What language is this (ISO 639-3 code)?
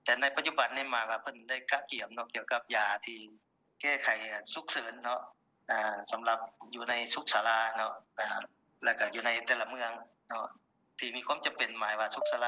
lao